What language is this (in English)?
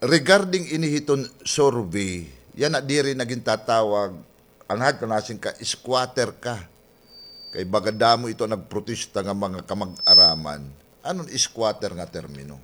Waray